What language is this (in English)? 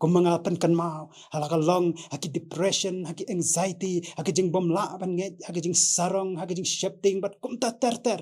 Khasi